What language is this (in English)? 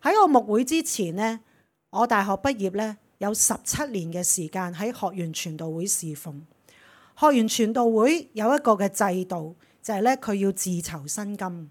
Cantonese